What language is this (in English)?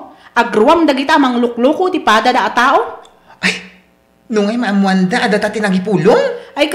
Iloko